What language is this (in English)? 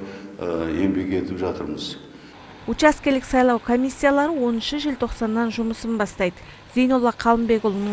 Kazakh